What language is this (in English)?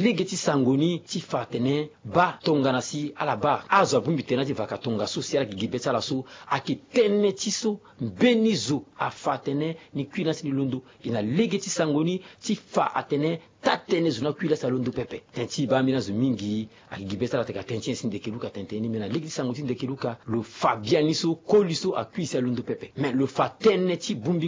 Sango